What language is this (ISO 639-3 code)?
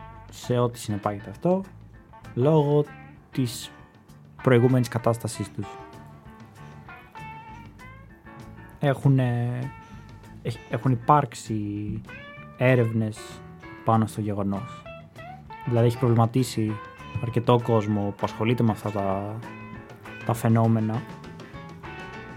ell